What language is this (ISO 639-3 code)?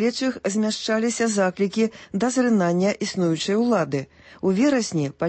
bel